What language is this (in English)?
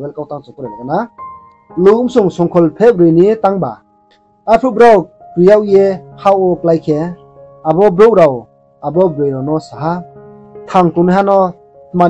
Riang (India)